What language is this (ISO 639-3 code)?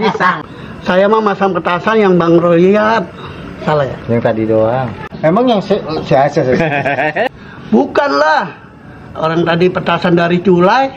bew